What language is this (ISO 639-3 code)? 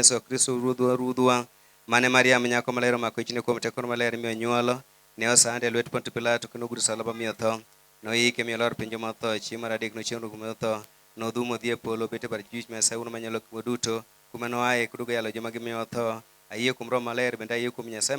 luo